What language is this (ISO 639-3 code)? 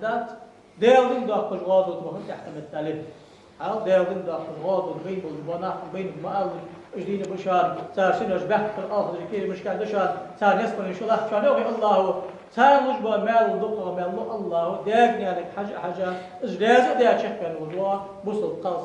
inh